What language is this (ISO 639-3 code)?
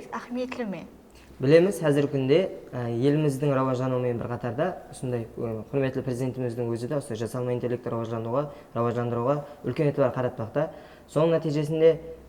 kaa